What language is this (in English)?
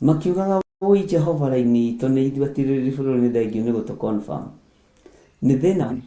Kikuyu